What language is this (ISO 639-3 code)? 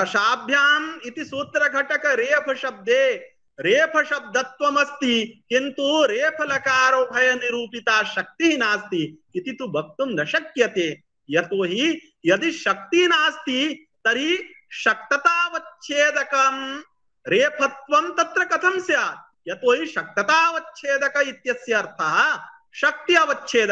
san